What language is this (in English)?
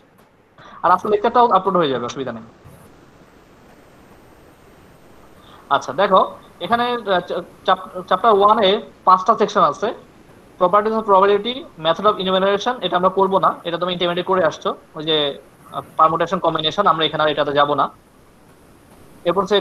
Bangla